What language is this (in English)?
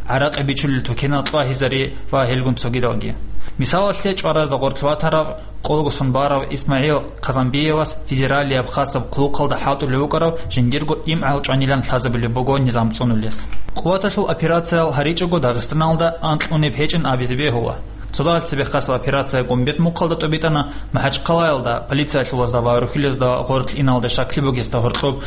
Avaric